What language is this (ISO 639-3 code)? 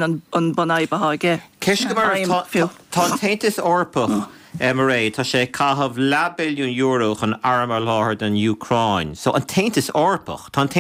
gle